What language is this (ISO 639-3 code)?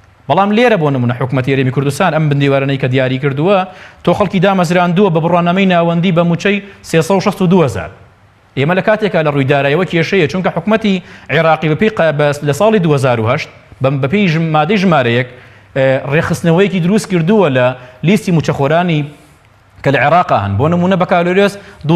ckb